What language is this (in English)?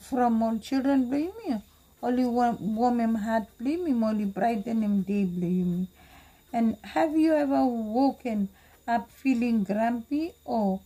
Bislama